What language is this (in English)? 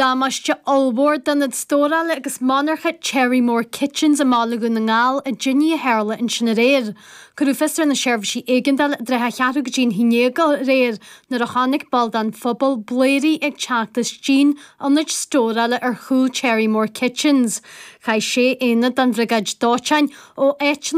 Irish